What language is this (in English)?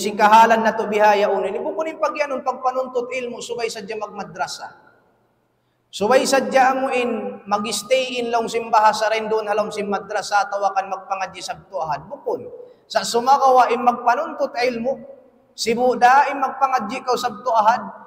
Tausug